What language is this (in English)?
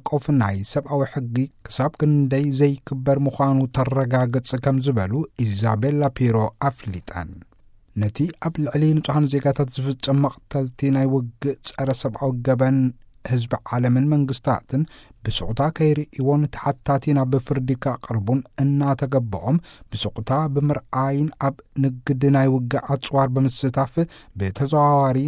Tigrinya